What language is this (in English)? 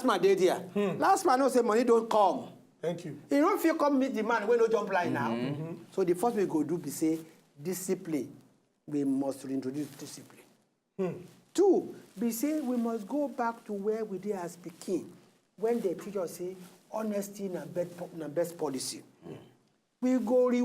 Nigerian Pidgin